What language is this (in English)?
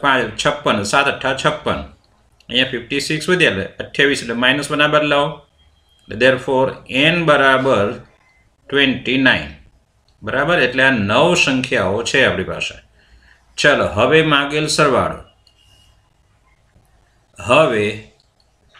Gujarati